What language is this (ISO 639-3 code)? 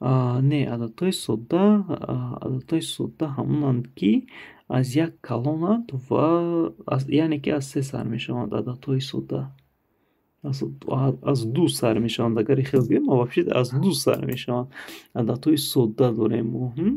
tgk